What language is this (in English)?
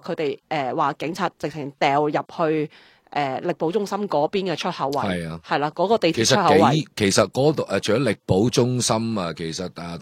Cantonese